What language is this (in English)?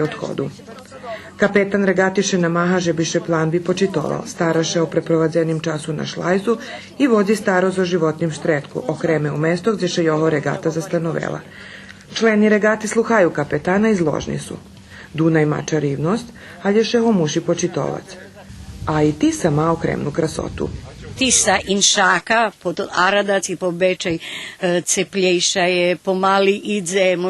Rusyn